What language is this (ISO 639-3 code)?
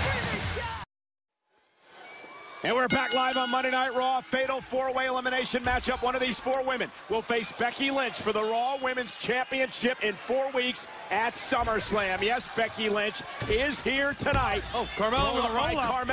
eng